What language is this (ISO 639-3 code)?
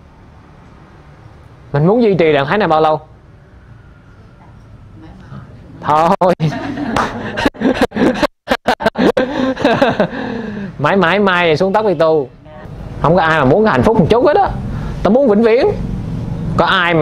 vie